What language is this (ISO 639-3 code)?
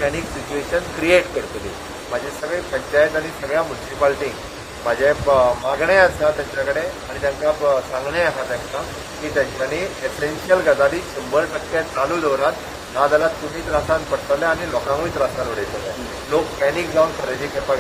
kok